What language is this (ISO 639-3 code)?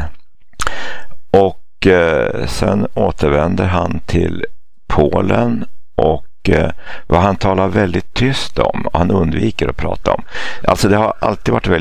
swe